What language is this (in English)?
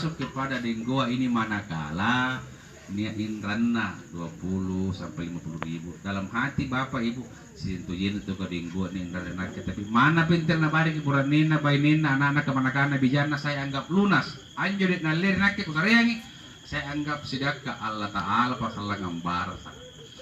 Makasar